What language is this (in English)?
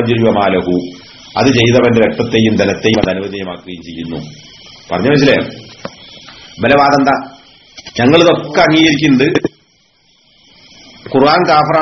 Malayalam